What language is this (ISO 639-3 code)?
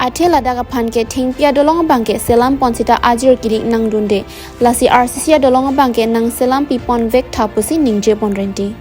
mjw